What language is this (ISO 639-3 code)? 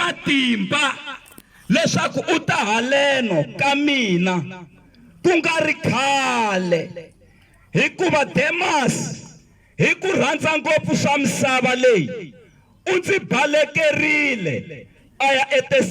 tso